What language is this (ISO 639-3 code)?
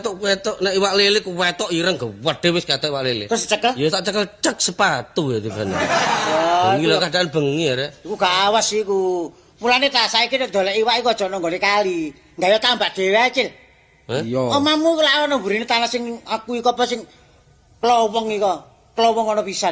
jav